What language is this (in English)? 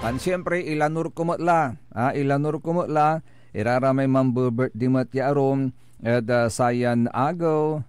Pangasinan